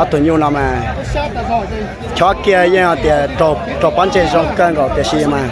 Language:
Hmong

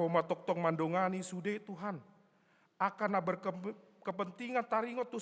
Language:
Batak Toba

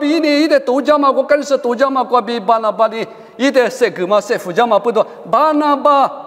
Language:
Lisu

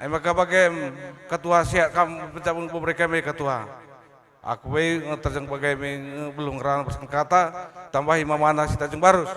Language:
Batak Karo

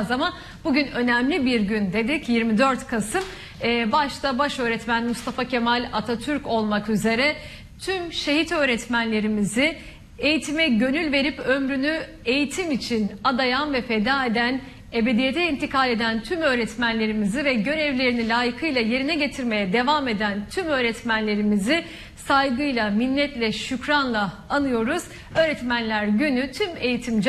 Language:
Turkish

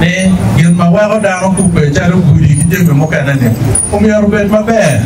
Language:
Acoli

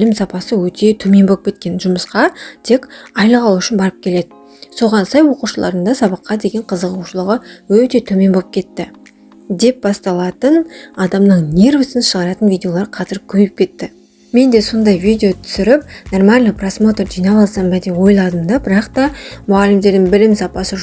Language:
Kazakh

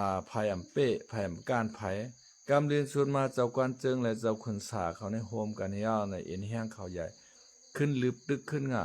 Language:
Shan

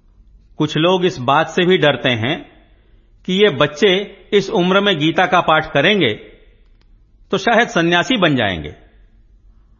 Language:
Hindi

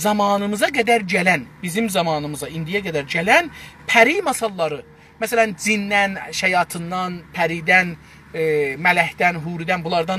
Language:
South Azerbaijani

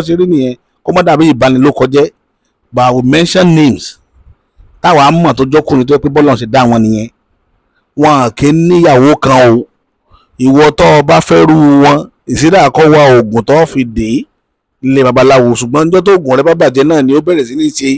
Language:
Yoruba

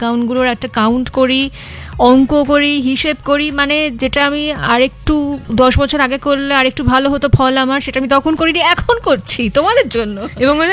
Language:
Bangla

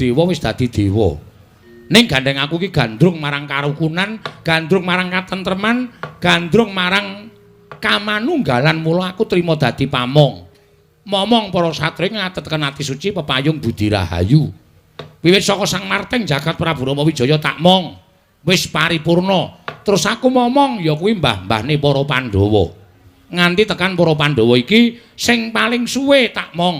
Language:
Javanese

